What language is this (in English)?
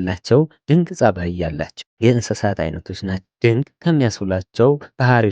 Amharic